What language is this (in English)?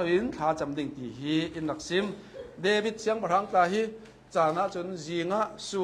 Hakha Chin